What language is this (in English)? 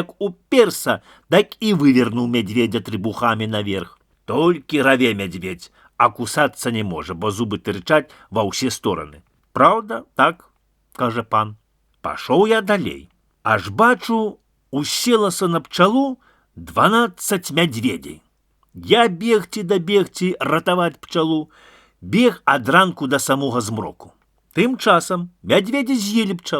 Belarusian